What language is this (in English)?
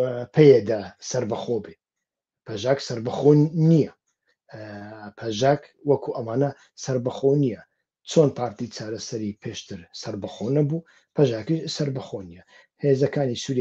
Central Kurdish